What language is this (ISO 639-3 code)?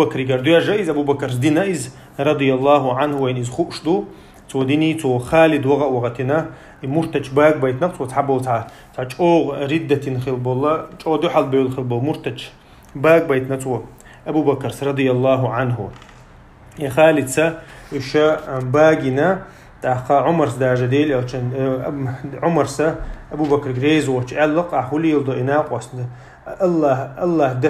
che